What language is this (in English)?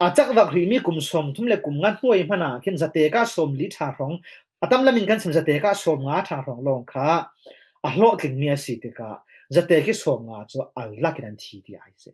Falam Chin